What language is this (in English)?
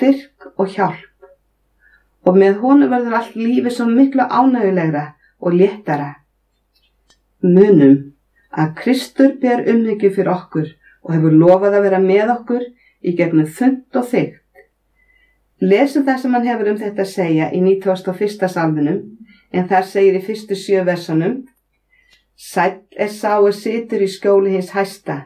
Icelandic